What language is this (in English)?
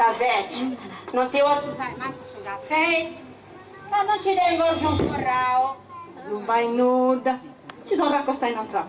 Sardinian